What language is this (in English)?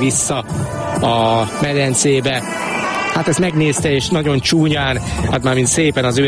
Hungarian